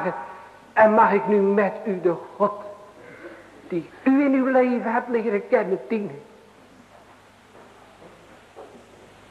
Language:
Dutch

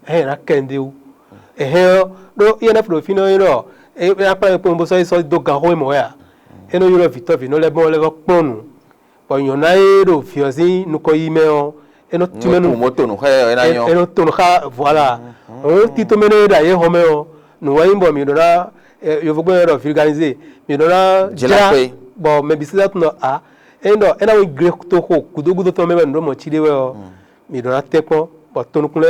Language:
Fon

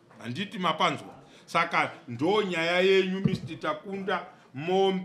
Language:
Shona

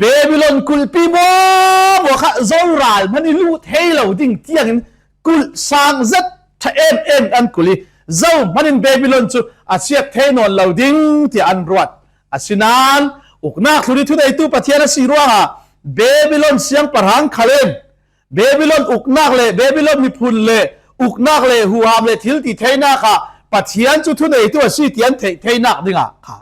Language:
Falam Chin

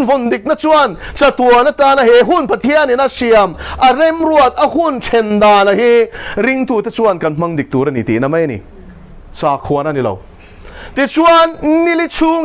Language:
Mizo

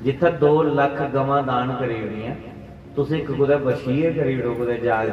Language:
Dogri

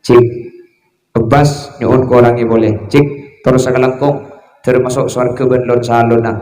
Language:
Madurese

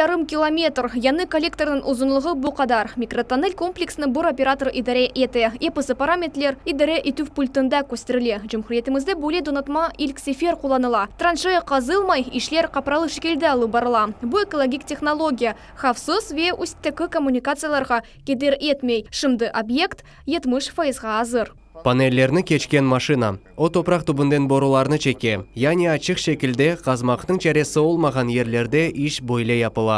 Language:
Crimean Tatar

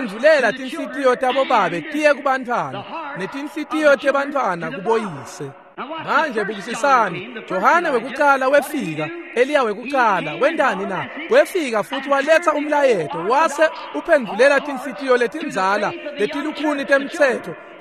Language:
Swati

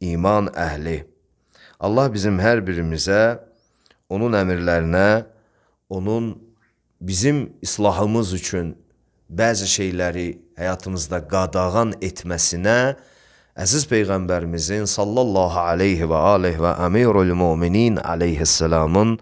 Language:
Azerbaijani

